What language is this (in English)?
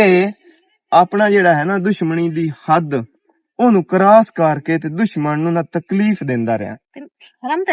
Western Panjabi